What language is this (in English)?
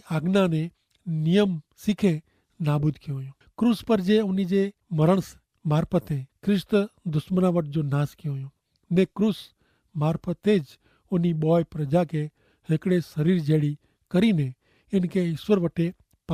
Kachhi